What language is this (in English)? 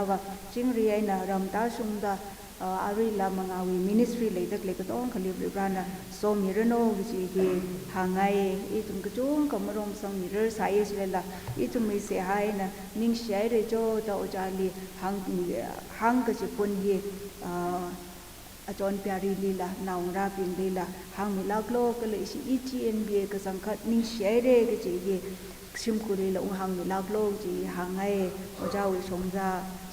Tangkhul Naga (India)